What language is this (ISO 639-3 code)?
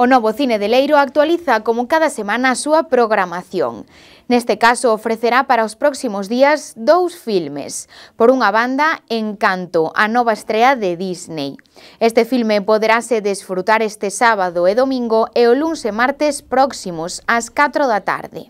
glg